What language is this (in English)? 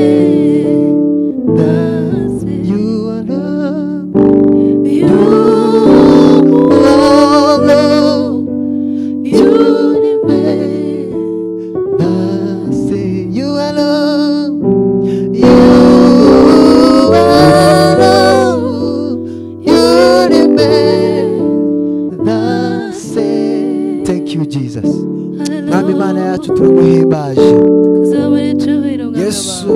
Kinyarwanda